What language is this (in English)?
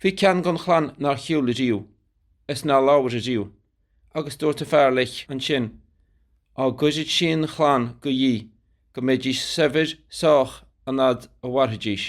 Irish